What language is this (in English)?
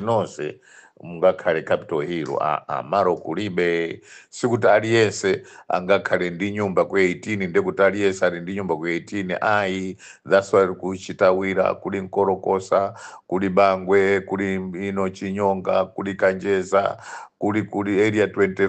Nyanja